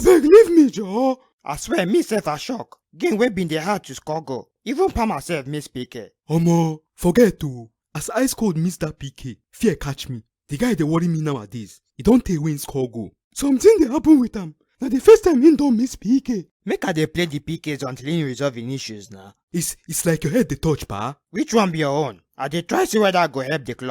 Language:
Nigerian Pidgin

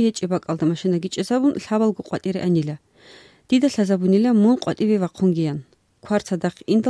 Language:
Avaric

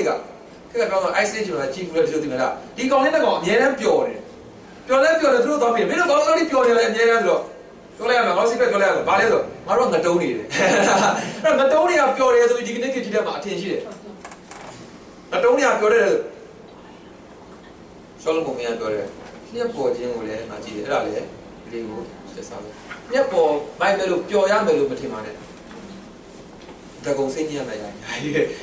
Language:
Burmese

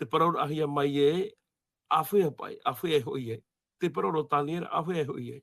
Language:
Tahitian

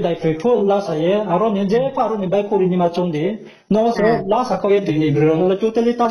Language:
Riang (India)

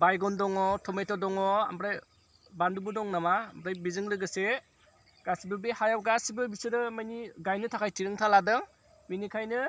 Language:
Bodo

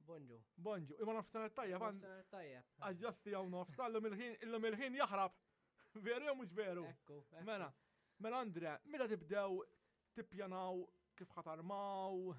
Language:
Maltese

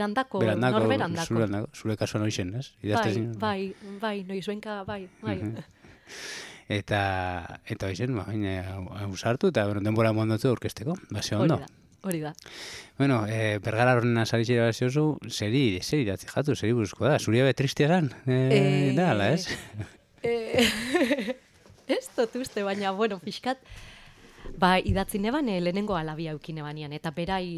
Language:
Basque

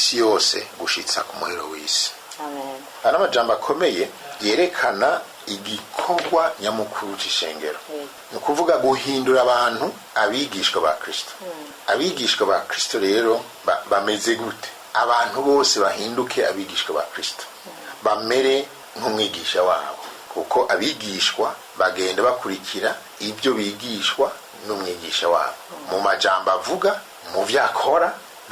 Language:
Rundi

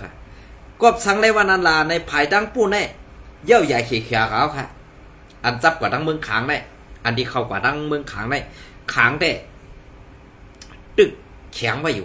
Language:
Shan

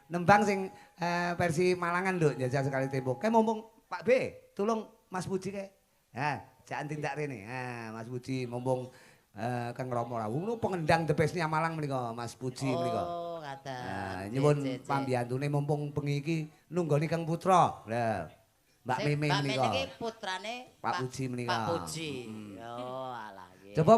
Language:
Javanese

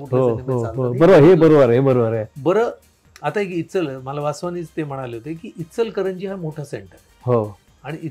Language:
Marathi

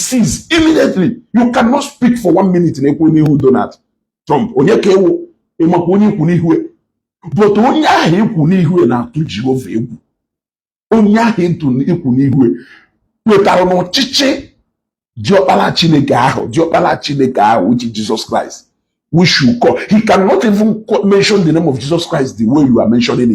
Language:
Igbo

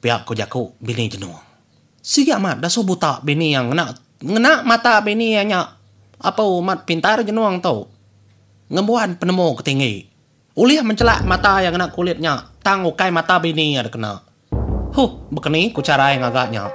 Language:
Iban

